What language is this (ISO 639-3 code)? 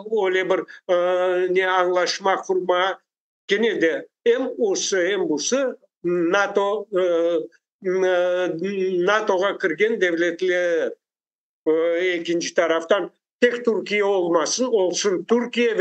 crh